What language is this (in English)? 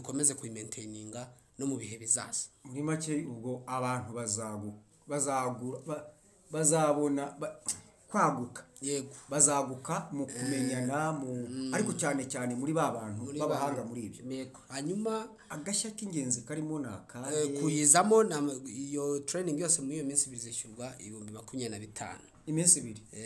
Kinyarwanda